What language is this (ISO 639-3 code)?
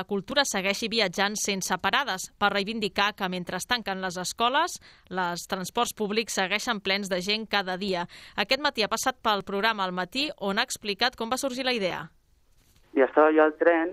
cat